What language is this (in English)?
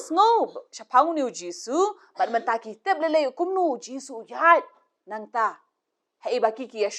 Khasi